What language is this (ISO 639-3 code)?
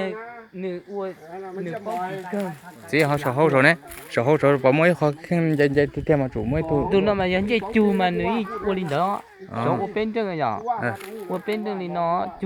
hmn